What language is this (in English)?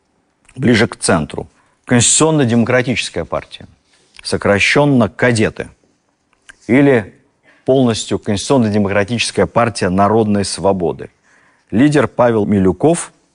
Russian